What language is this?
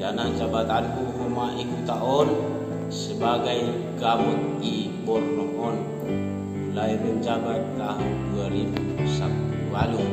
Batak Simalungun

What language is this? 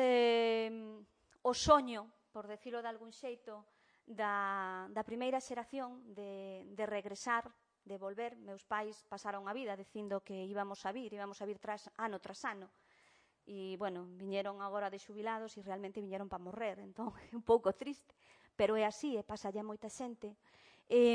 Galician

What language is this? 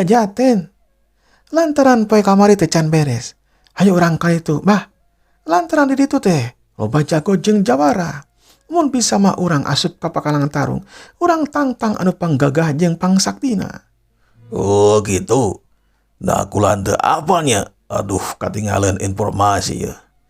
Sundanese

